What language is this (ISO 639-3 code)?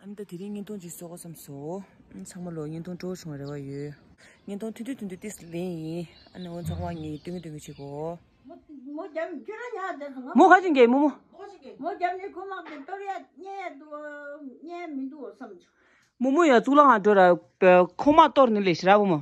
bod